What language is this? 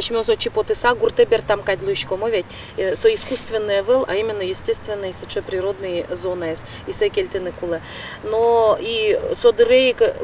Udmurt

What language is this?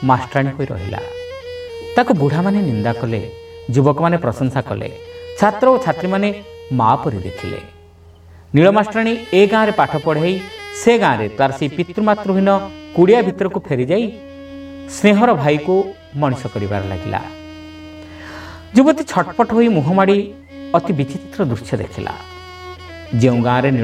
Odia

